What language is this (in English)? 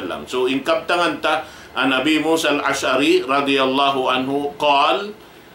Tausug